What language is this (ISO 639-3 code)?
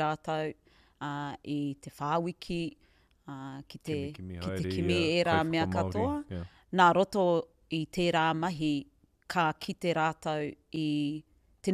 mri